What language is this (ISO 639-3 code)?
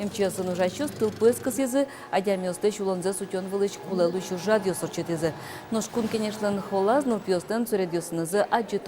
udm